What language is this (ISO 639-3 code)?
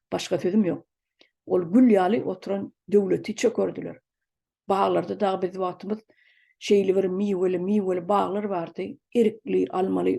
tuk